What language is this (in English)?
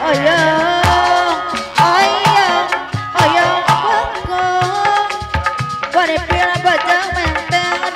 Betawi